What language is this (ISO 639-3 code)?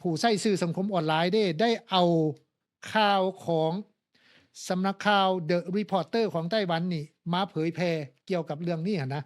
lao